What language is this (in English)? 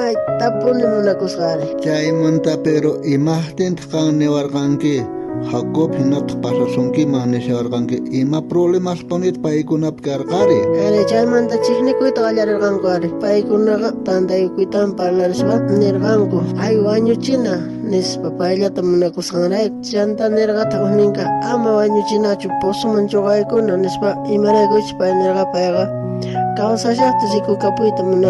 South Bolivian Quechua